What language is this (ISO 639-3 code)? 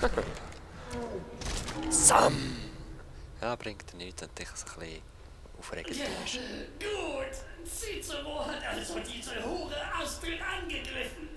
gsw